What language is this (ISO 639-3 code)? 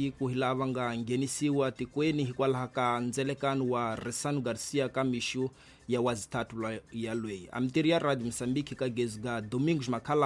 tso